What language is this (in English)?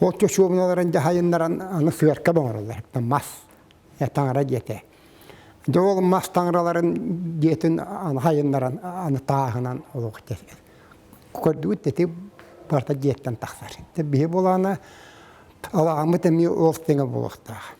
Yakut